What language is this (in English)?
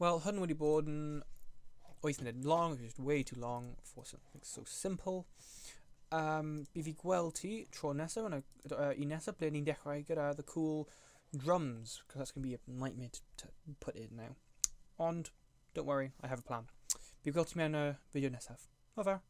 Welsh